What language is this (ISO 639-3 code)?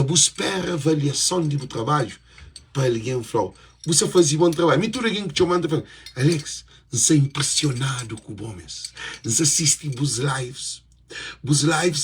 kea